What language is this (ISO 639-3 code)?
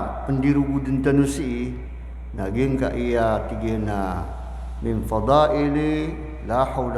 mrw